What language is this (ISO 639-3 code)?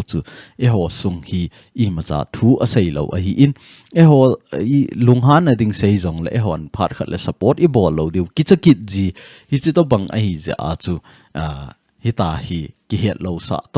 tcz